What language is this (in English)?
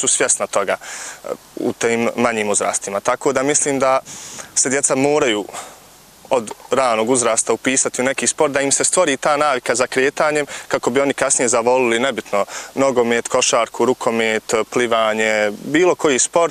Bosnian